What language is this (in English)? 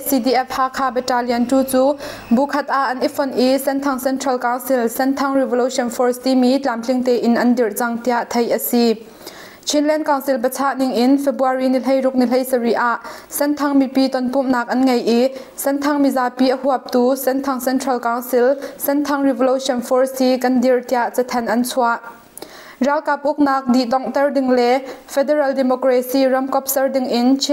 Hakha Chin